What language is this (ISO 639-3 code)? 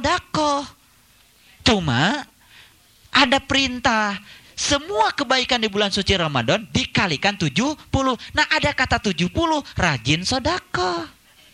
ind